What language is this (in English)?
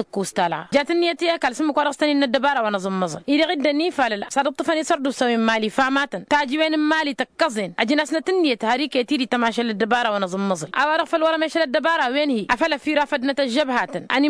Tamasheq